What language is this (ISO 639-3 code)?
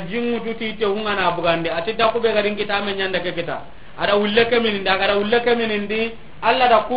snk